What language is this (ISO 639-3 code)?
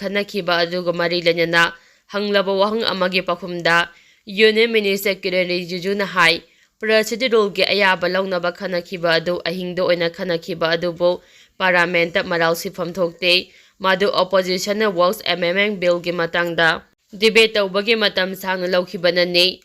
mni